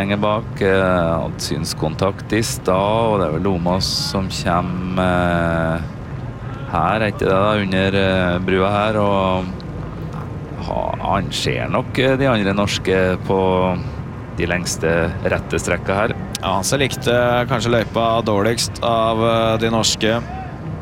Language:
Norwegian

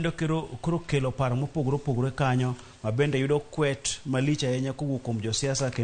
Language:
Luo (Kenya and Tanzania)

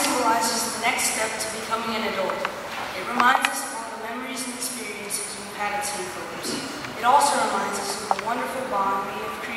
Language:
English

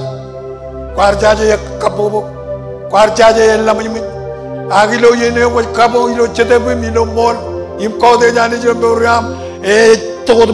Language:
Marshallese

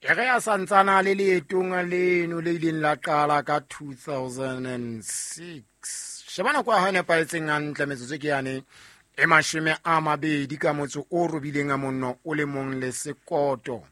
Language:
Southern Sotho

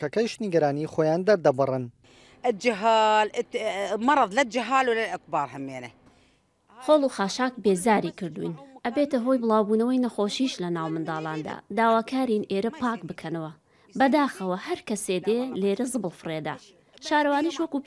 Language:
Central Kurdish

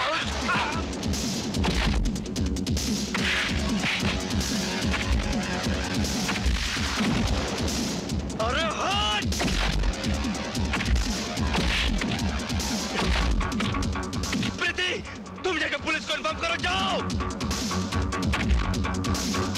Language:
Hindi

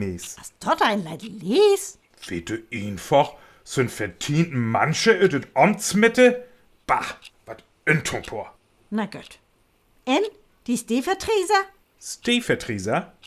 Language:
Northern Frisian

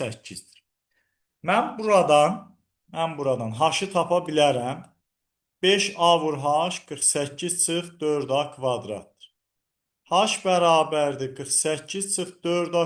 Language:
Azerbaijani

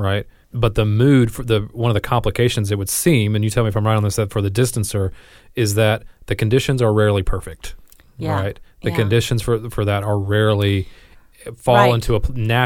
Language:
English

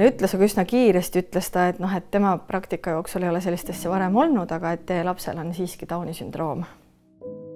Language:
Estonian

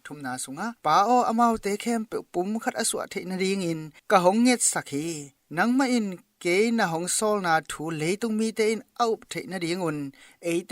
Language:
Tedim Chin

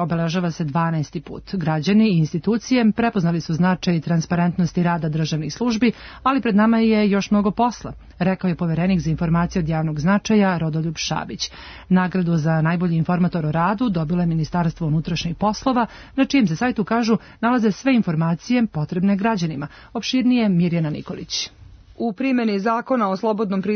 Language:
Serbian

